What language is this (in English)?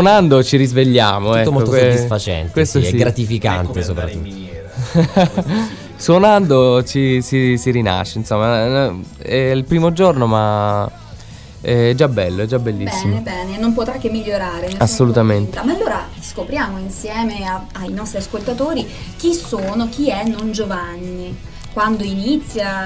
Italian